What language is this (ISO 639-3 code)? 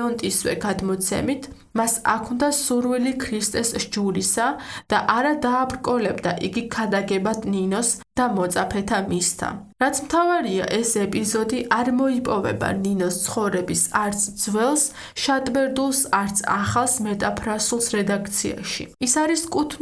kat